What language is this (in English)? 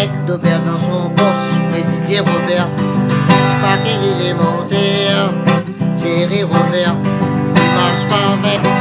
Réunion Creole French